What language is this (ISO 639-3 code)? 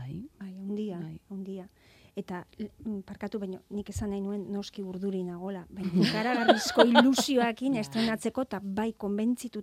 eus